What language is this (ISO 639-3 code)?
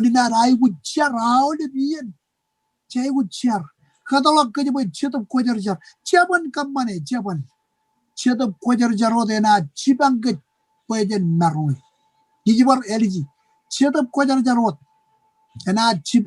mah